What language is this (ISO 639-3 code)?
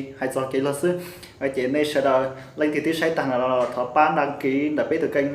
hmn